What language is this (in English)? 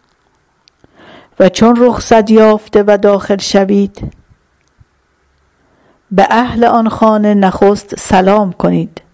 Persian